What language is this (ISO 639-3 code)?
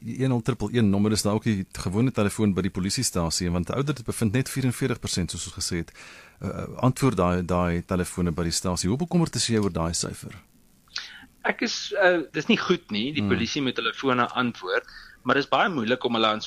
afr